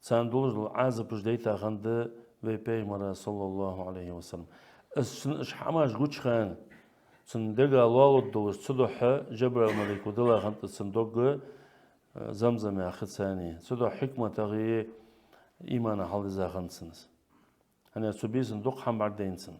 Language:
Ingush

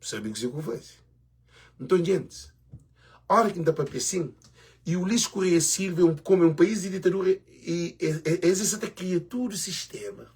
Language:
Kabuverdianu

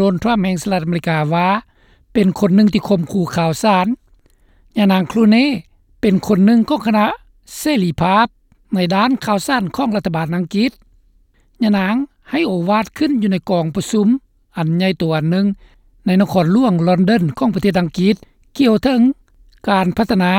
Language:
Lao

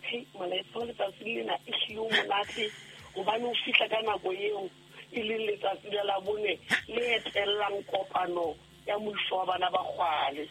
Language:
Southern Sotho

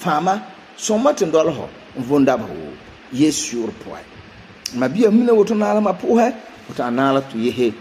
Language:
Frafra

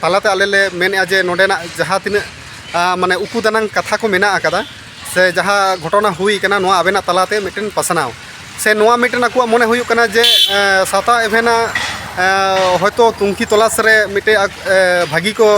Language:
Santali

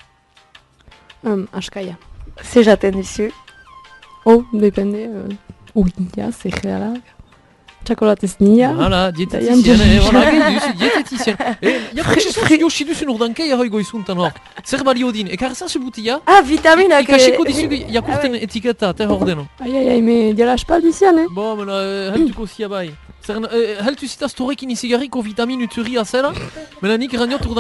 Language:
Basque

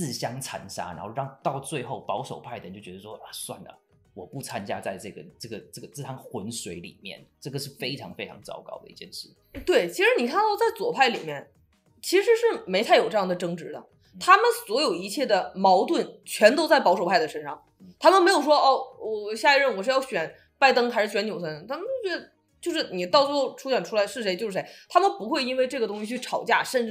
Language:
Chinese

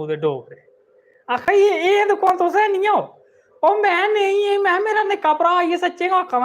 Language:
Dogri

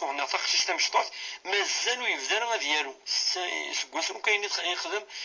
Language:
Kabyle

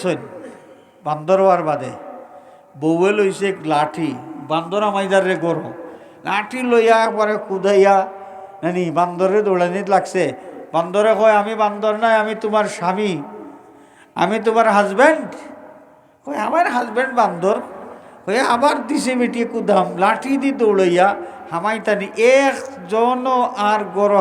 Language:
Sylheti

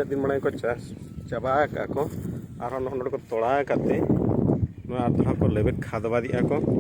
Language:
Santali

